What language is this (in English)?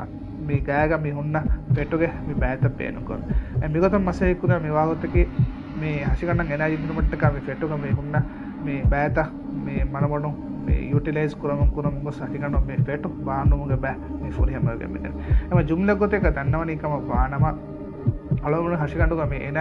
Divehi